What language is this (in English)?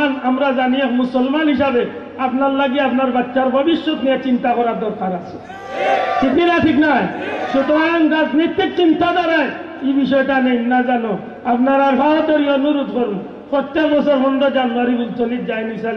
Sylheti